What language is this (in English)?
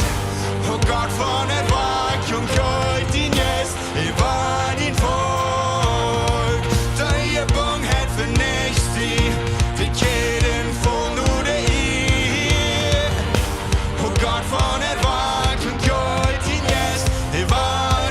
Plautdietsch